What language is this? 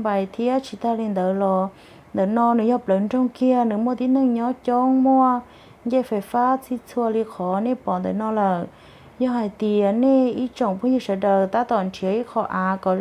Hmong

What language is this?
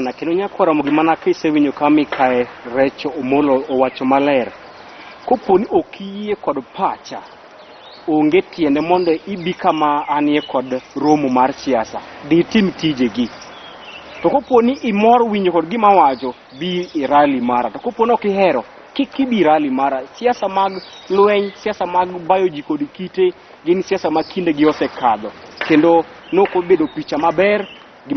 Luo (Kenya and Tanzania)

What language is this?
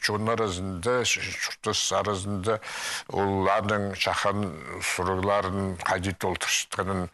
Khakas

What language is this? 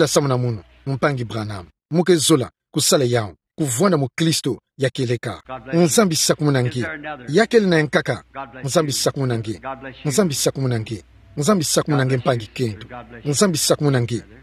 Kituba (Democratic Republic of Congo)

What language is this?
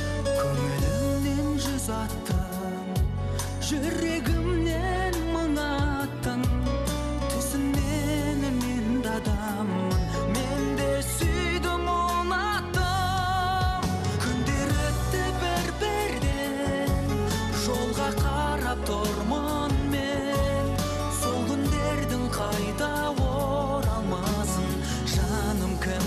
Kazakh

